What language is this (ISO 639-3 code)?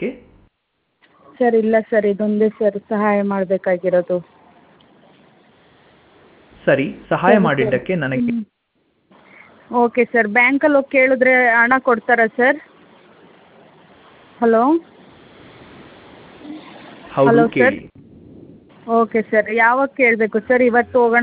kan